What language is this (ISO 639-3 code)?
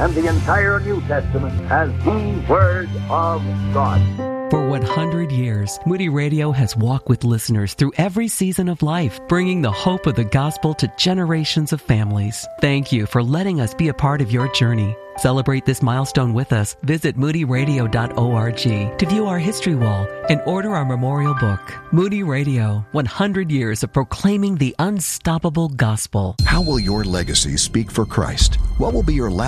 eng